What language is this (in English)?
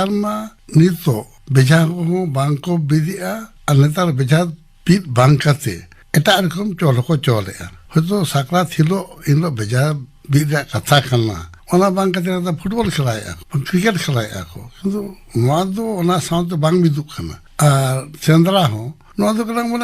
Santali